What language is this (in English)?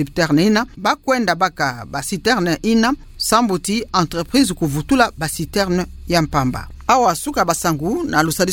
Kituba (Democratic Republic of Congo)